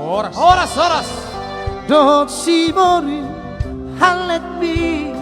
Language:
Batak Toba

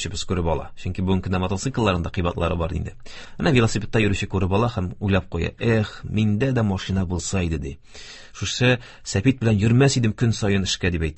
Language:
Tatar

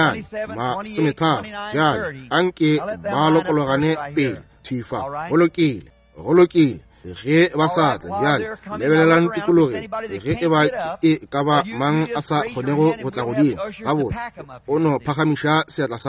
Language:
Northern Sotho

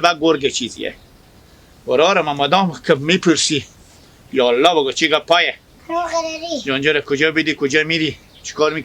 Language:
Hazaragi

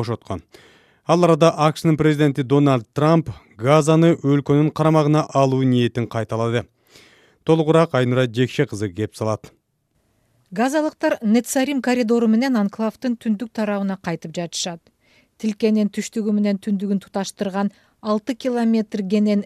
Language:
Kyrgyz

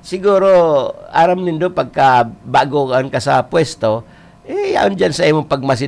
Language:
Bikol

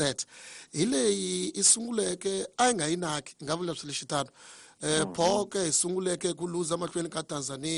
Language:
Tsonga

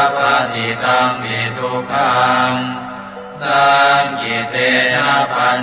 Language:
Pali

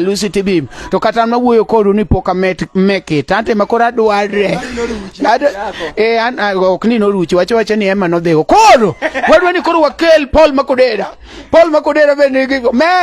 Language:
Luo (Kenya and Tanzania)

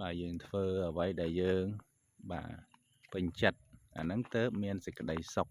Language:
Khmer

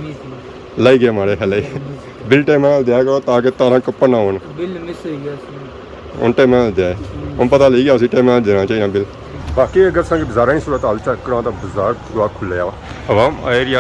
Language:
Pahari-Potwari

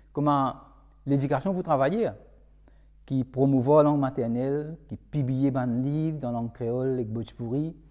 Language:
Morisyen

